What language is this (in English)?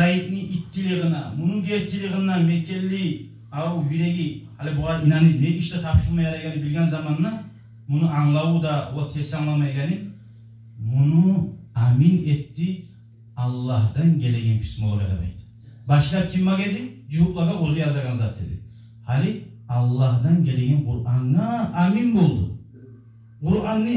Kumyk